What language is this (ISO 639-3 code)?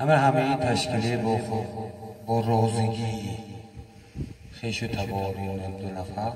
tgk